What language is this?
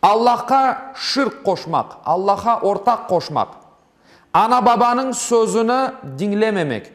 Crimean Tatar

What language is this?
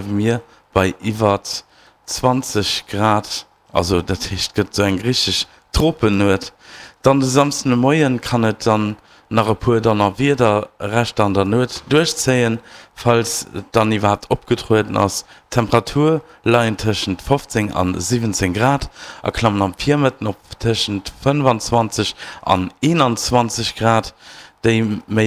Luxembourgish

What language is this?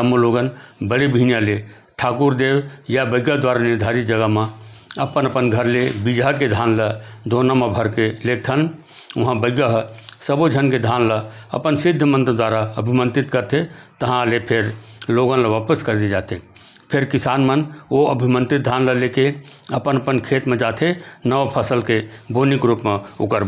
Chhattisgarhi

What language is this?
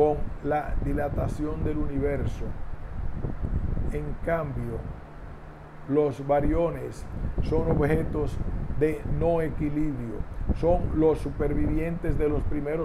Spanish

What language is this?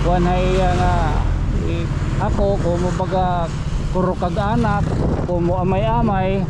Waray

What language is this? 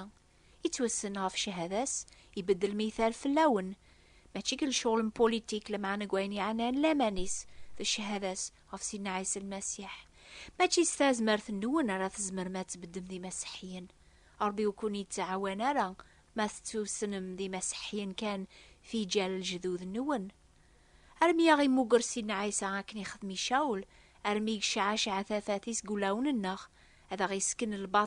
Kabyle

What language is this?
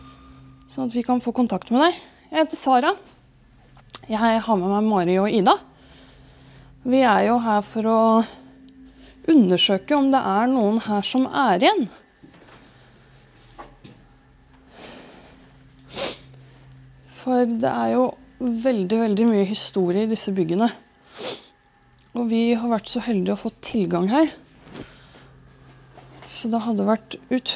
Norwegian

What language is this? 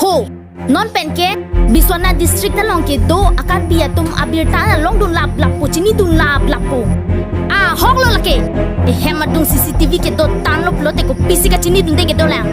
Karbi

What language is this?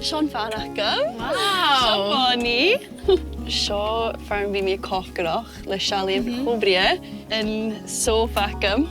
Scottish Gaelic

